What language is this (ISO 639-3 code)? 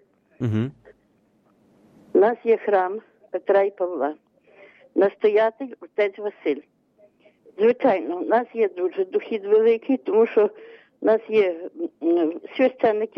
ukr